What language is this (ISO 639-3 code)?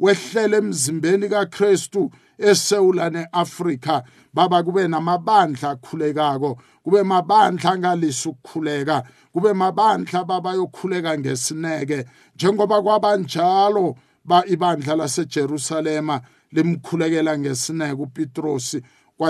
nbl